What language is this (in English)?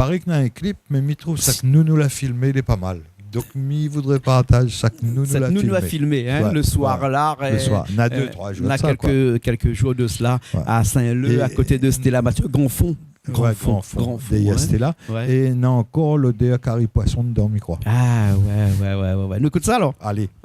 Réunion Creole French